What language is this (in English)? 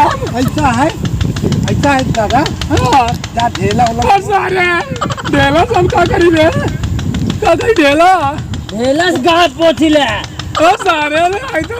Awadhi